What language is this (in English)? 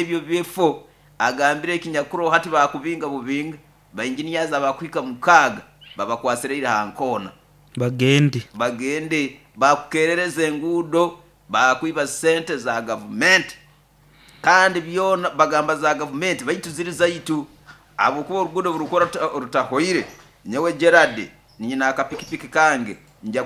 Nyoro